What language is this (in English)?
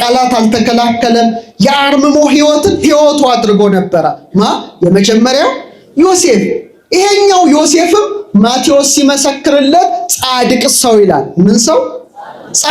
Amharic